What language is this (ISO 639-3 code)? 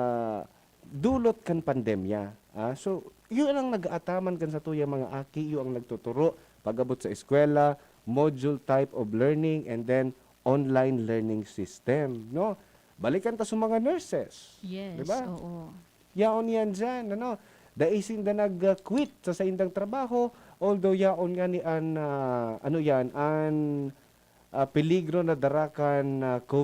bik